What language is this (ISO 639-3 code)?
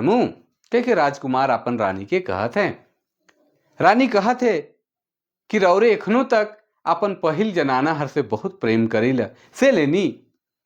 sck